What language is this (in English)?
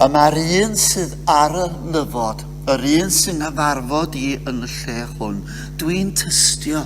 Welsh